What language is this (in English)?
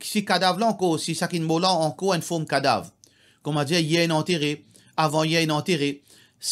Morisyen